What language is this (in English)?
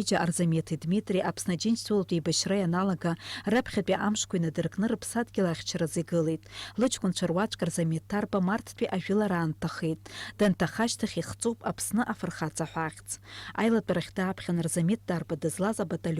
Abkhazian